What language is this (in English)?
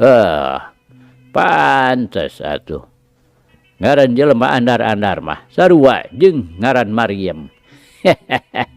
Sundanese